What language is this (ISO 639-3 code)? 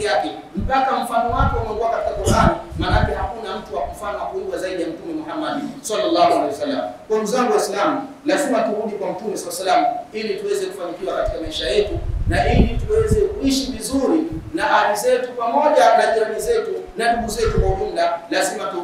swa